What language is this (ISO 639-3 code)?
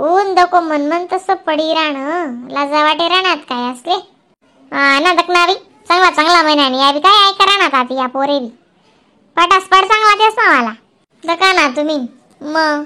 khn